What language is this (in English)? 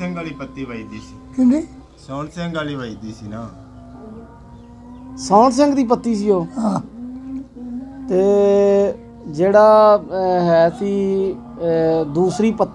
Punjabi